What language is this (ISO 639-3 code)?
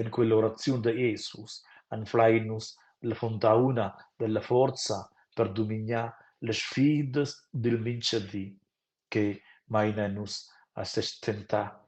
roh